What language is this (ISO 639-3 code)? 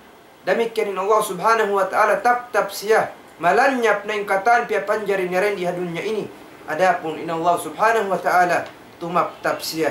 tsg